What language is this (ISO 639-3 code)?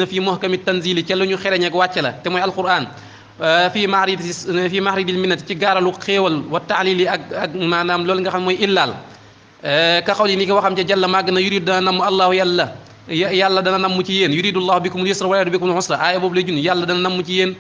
wol